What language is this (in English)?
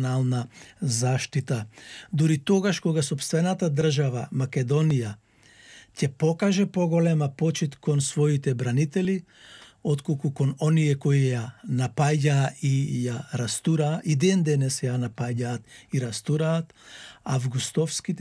Macedonian